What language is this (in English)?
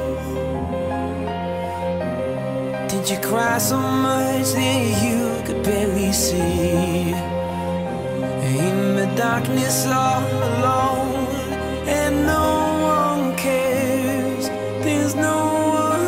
English